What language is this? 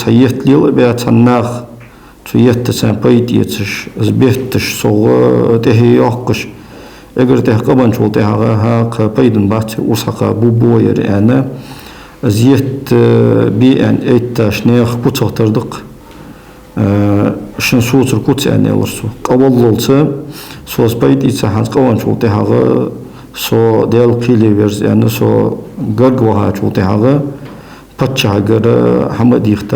Ingush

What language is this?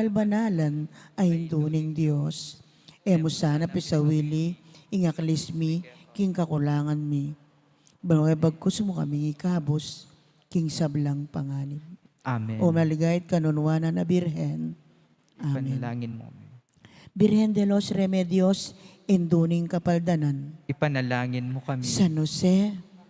Pampanga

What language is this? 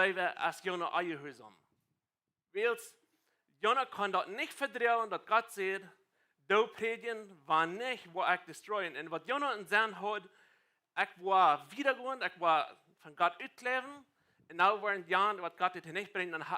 Plautdietsch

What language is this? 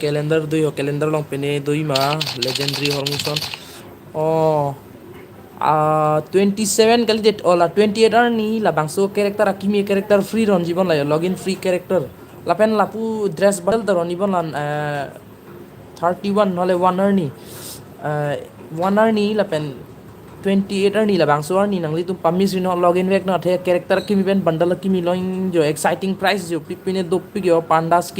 Karbi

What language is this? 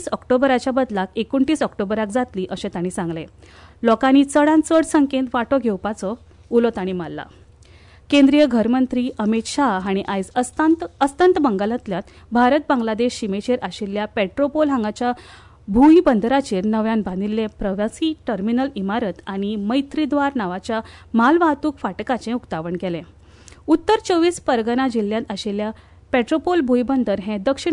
Konkani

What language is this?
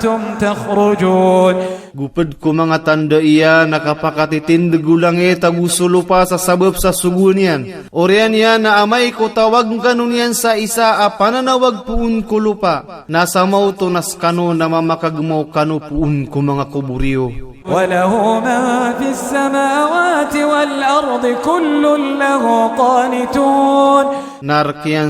Maranao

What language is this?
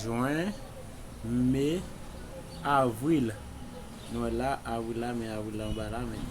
Haitian Creole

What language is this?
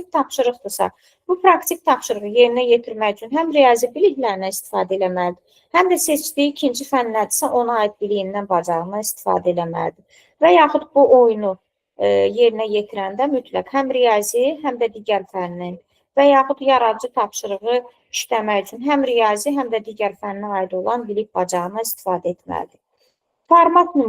Azerbaijani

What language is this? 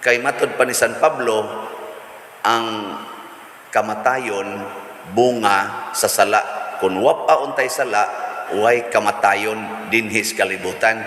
Cebuano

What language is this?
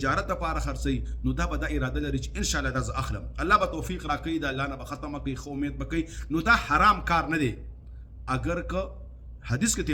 Pashto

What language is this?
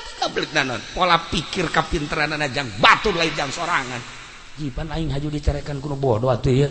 Sundanese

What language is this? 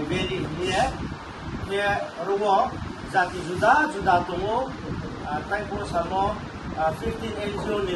Riang (India)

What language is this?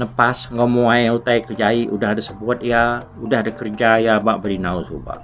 Iban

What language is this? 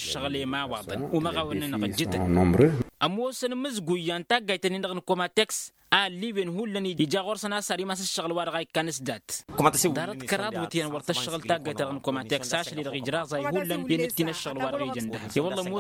Tamasheq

